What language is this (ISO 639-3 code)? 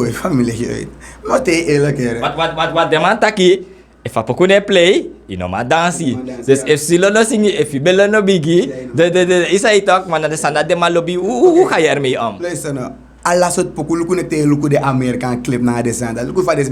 srn